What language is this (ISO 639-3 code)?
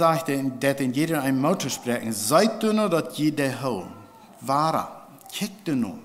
pdt